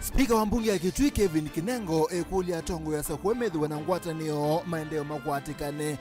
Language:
Kamba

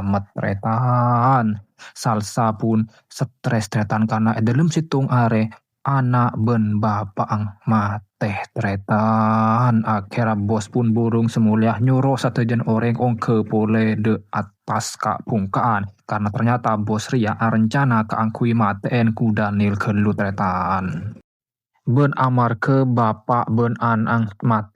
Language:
Madurese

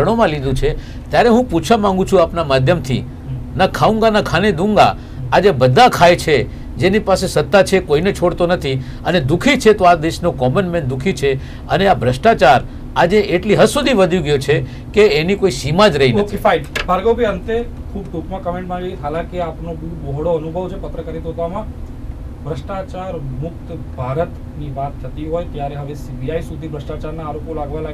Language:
Gujarati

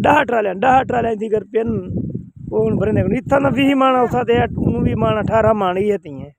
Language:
Saraiki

